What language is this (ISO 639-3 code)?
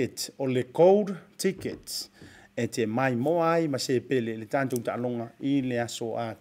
smo